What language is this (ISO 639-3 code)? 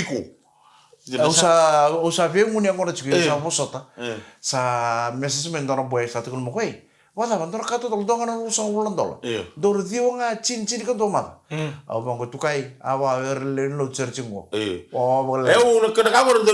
fij